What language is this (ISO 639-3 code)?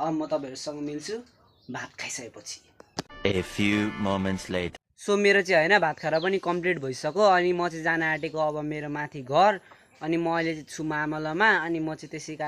nep